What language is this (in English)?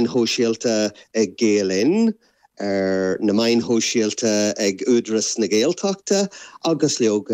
Irish